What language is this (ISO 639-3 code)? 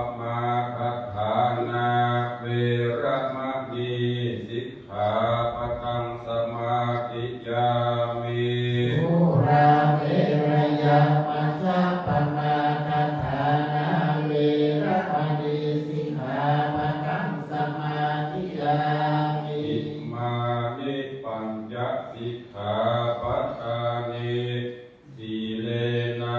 pli